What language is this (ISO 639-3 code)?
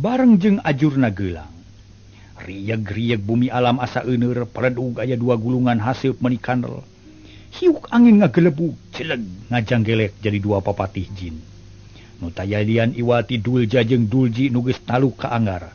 sun